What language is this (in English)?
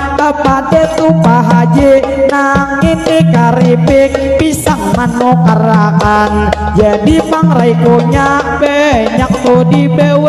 Banjar